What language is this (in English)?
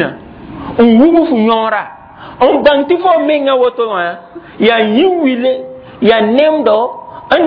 Mossi